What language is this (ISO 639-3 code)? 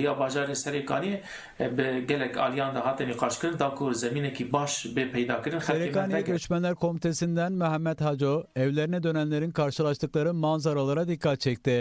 kur